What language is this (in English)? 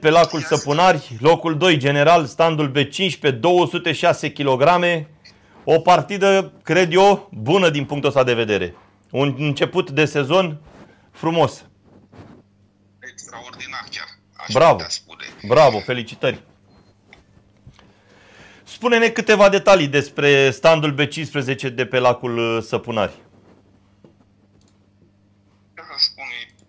Romanian